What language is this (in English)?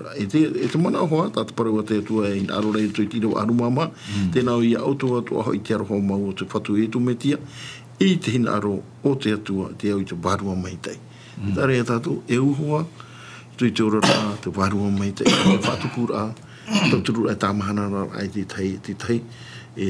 Tahitian